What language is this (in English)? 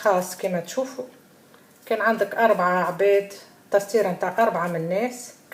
Tunisian Arabic